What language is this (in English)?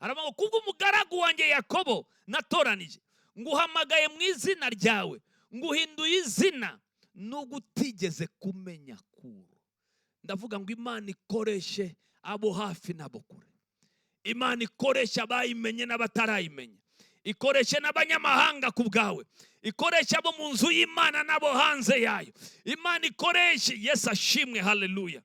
Kinyarwanda